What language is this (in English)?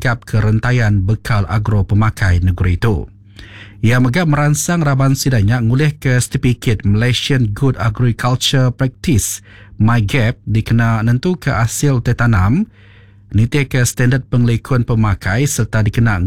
Iban